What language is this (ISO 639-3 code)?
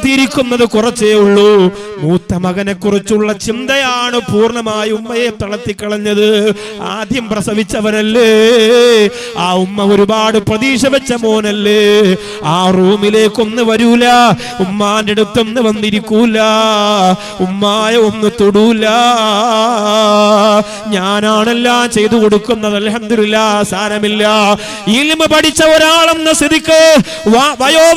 mal